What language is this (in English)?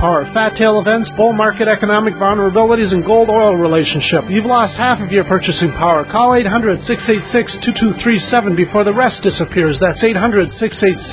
English